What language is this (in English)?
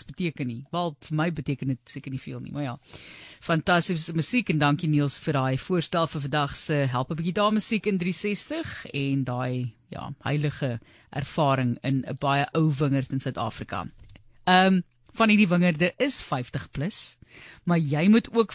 Afrikaans